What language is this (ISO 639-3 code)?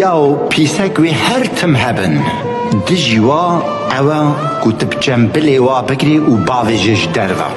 kur